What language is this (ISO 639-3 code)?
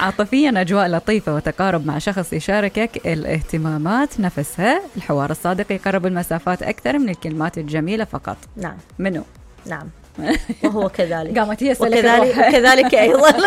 acm